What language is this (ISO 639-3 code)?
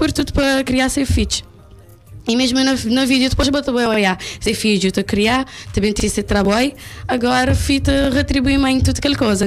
kea